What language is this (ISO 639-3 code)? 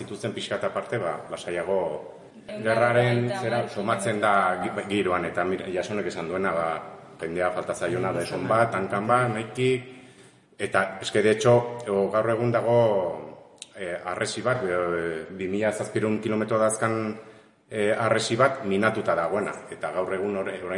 eus